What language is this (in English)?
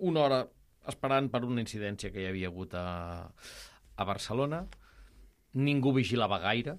Catalan